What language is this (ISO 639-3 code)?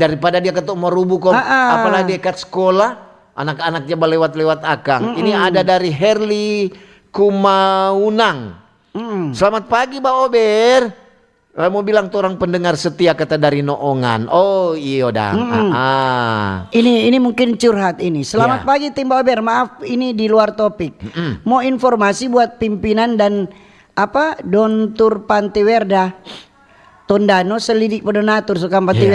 xmm